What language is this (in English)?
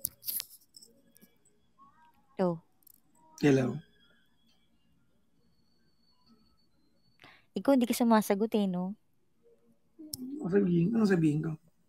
Filipino